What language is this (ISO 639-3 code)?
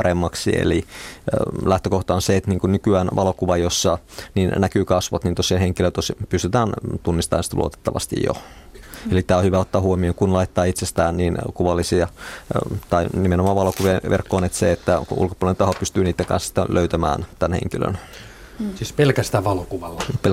fin